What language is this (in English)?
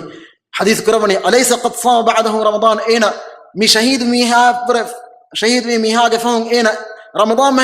Divehi